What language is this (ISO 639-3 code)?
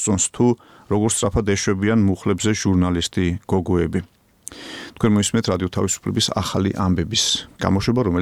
kat